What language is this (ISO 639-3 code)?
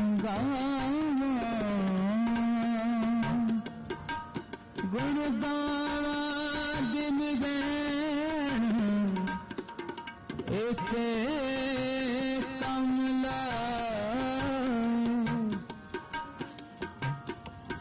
pan